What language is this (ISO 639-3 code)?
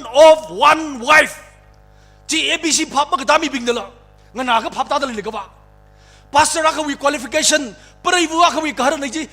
nmf